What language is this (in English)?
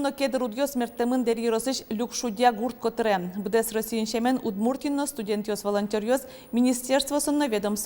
Udmurt